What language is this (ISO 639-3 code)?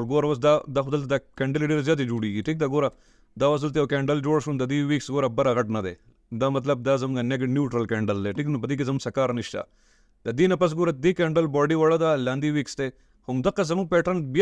pus